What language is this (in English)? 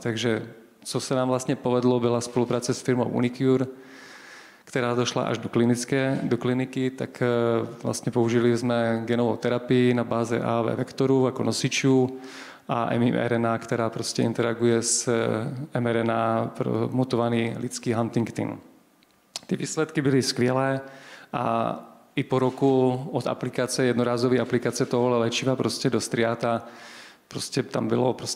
Czech